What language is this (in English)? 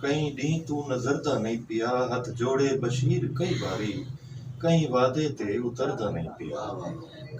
Saraiki